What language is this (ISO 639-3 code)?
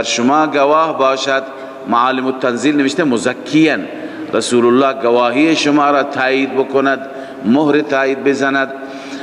fas